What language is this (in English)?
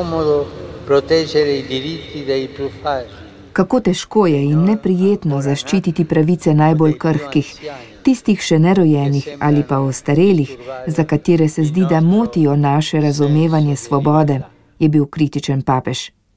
Slovenian